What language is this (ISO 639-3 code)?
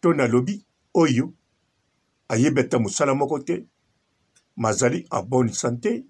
lin